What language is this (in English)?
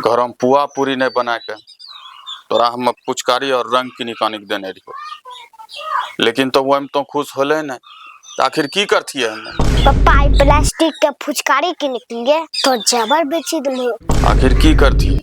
Angika